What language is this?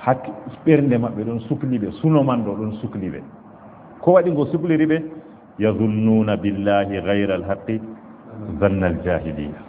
Fula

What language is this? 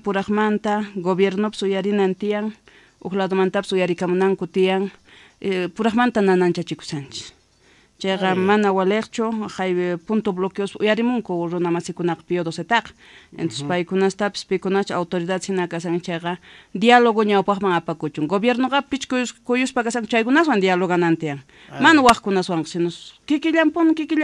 South Bolivian Quechua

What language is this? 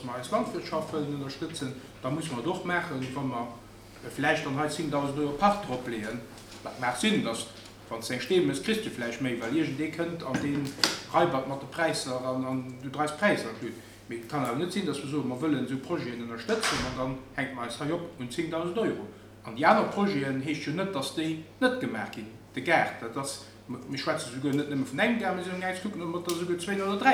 Luxembourgish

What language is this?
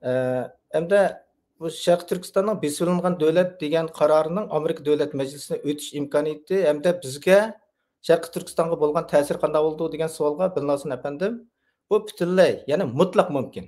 Uyghur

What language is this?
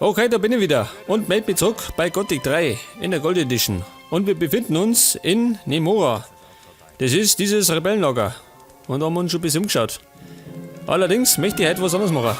Bavarian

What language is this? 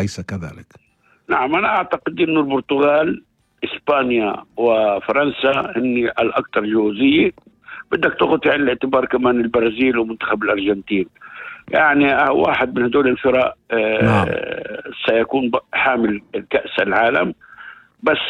North Levantine Arabic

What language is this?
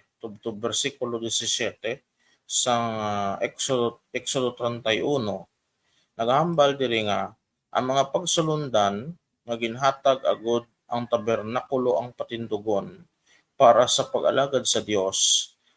Hiligaynon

